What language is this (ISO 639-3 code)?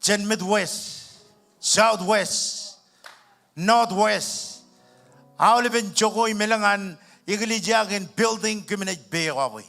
mah